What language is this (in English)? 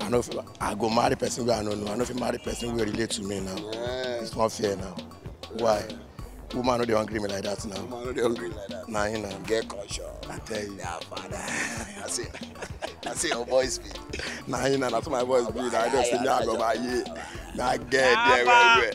Nigerian Pidgin